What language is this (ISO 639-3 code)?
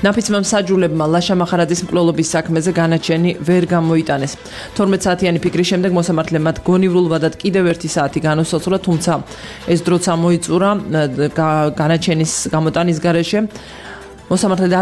kat